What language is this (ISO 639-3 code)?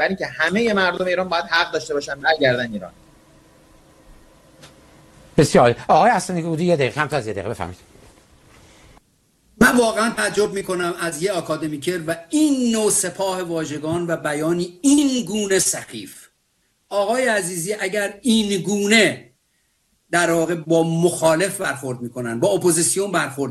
fas